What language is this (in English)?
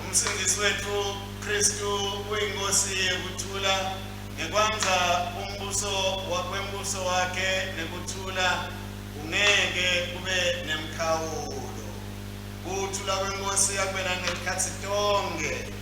Swati